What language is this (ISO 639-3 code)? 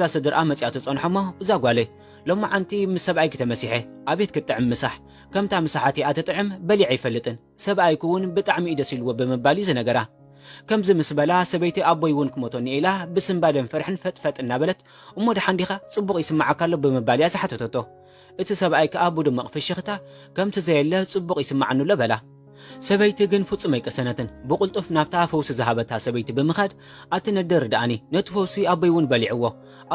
tir